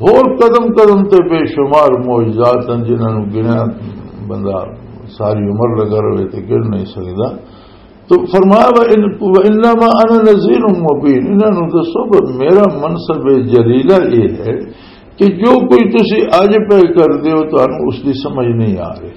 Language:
Western Panjabi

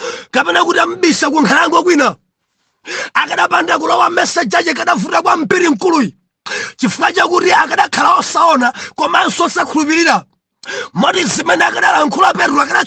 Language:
Nyanja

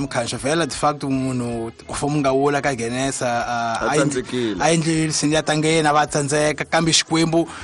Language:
Tsonga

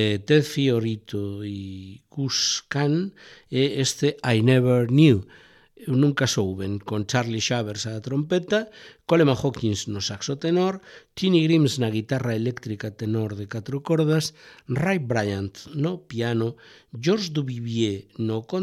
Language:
Galician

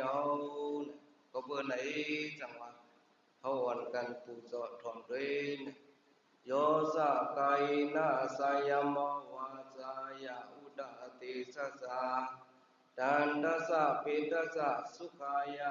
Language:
Shan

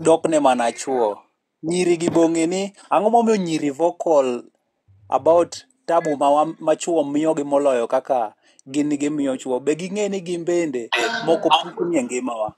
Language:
Luo (Kenya and Tanzania)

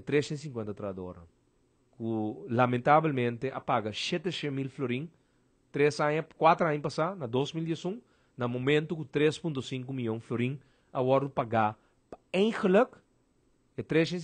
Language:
Papiamento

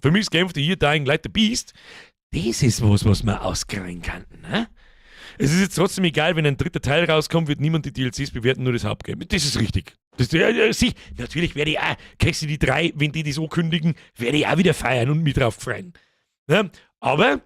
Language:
Bavarian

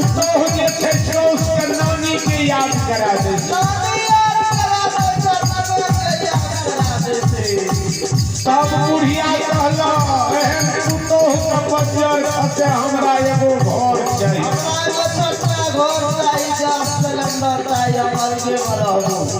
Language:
Maithili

